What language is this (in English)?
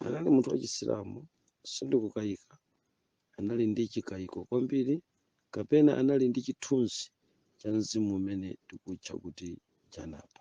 Nyanja